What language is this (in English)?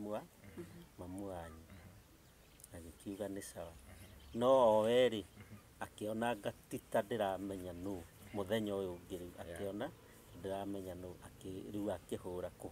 Kikuyu